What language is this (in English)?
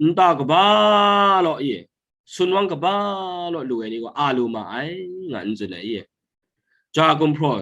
Kachin